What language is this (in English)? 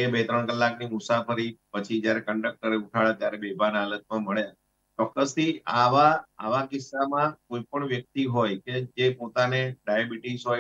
Gujarati